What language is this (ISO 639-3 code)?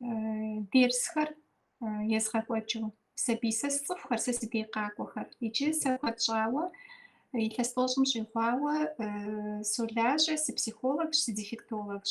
kbd